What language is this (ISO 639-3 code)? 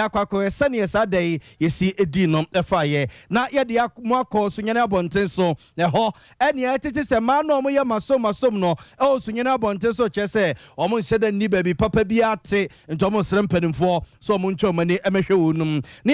aka